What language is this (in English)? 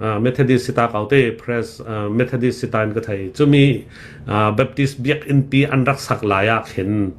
Hakha Chin